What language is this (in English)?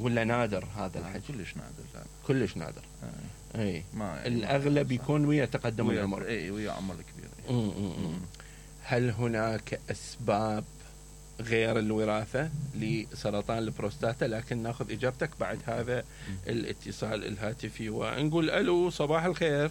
Mesopotamian Arabic